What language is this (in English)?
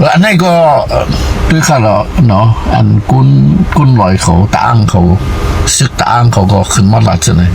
Shan